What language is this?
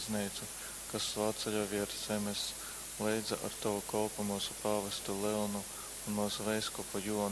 Latgalian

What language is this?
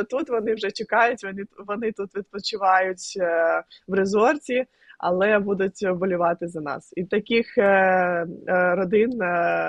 Ukrainian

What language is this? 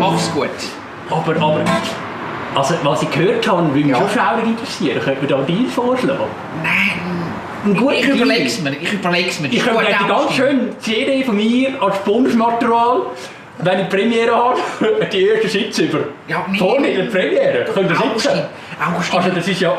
Swiss German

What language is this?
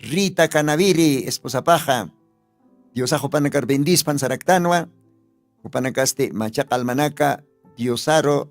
Aymara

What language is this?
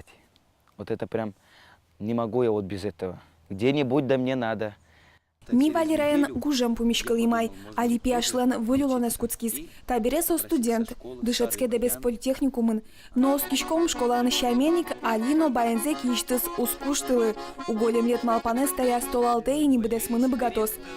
Udmurt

